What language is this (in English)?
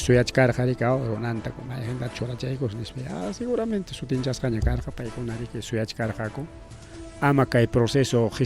Ayacucho Quechua